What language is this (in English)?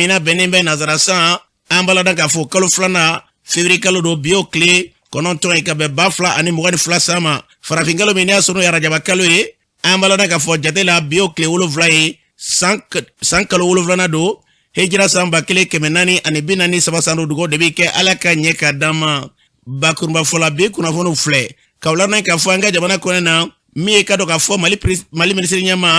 Bambara